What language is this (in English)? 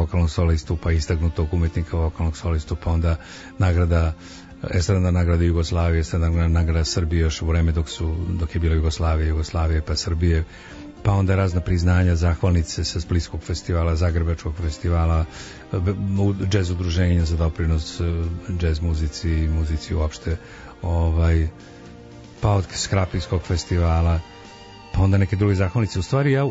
Serbian